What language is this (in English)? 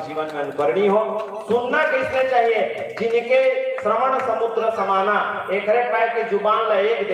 Chhattisgarhi